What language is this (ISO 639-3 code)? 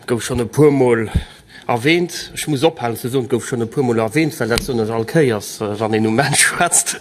ltz